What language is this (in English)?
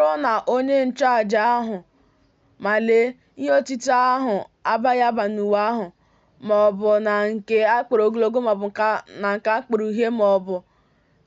Igbo